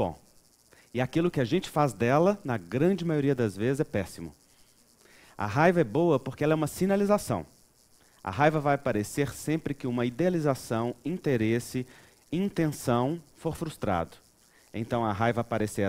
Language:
Portuguese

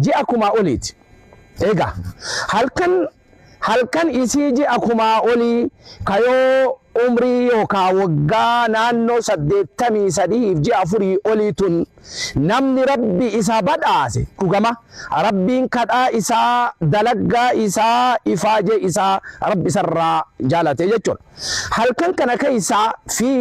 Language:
Oromo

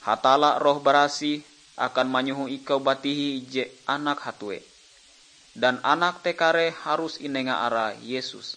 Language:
Ngaju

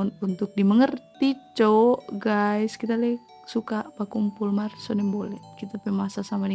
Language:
Manado Malay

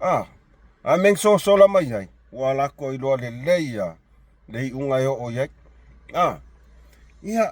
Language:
Samoan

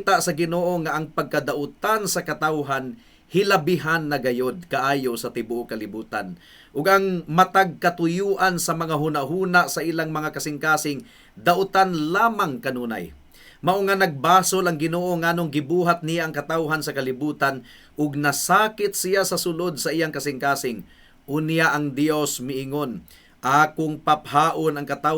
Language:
Cebuano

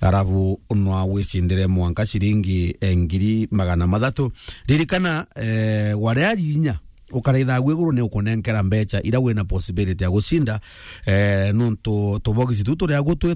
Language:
Meru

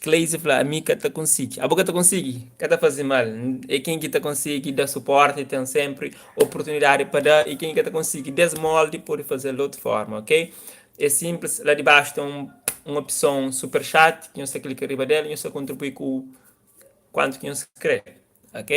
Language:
Kabuverdianu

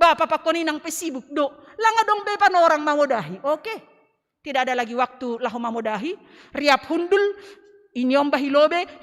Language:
Batak Simalungun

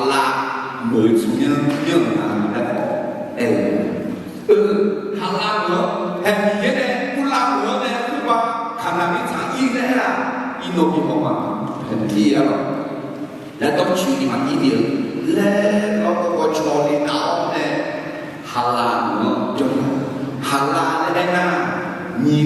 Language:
Akha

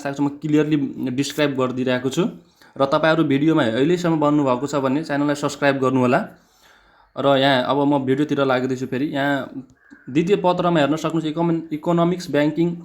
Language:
Nepali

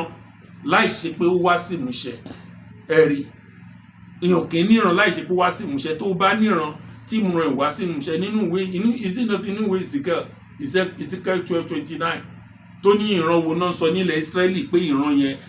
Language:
Yoruba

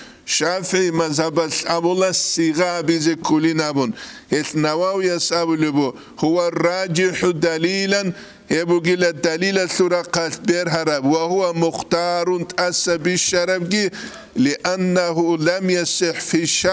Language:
Avaric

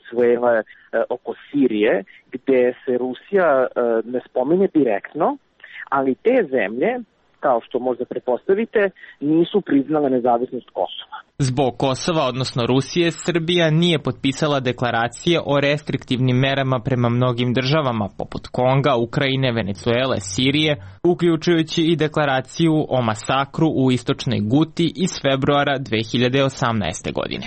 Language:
Serbian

